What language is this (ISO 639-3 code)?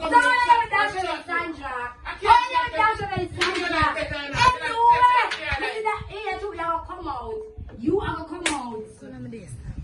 jam